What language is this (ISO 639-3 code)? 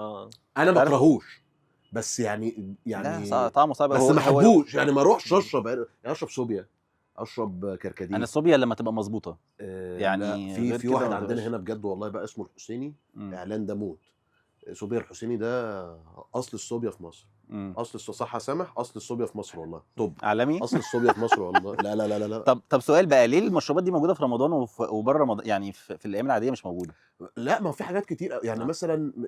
arz